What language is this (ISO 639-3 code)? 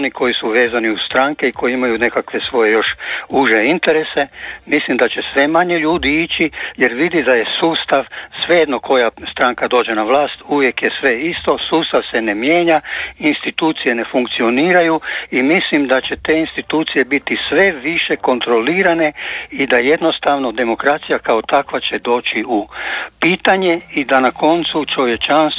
hrv